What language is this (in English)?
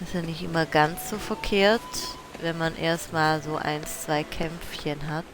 Swiss German